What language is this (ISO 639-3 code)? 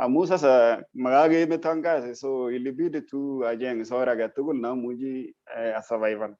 kln